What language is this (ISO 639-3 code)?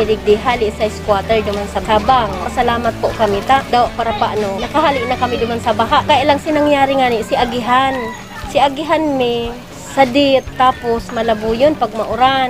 bik